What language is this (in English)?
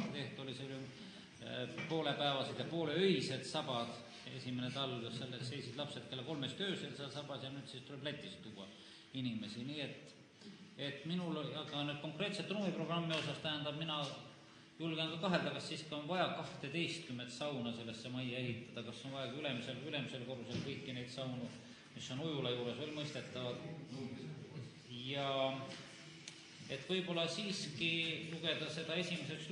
Estonian